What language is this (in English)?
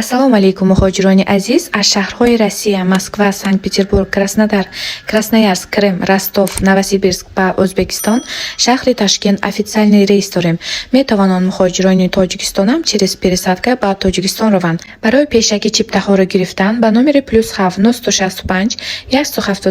Tajik